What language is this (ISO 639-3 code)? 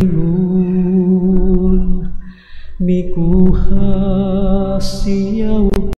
ceb